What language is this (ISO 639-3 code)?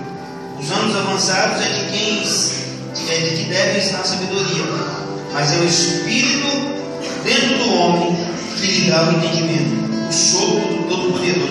por